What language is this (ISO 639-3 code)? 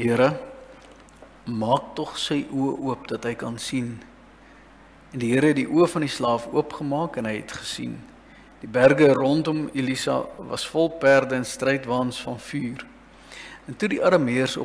afr